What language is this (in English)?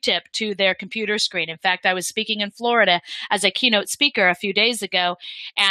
English